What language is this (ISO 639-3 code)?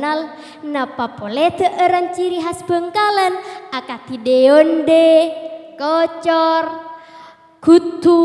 mad